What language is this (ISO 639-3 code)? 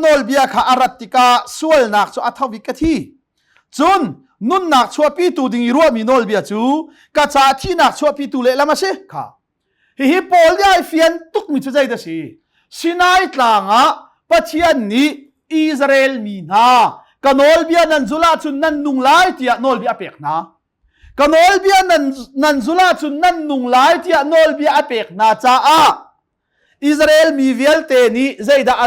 cnh